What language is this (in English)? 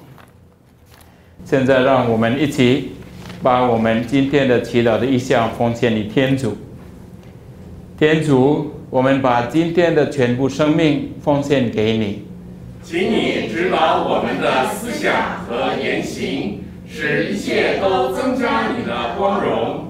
Chinese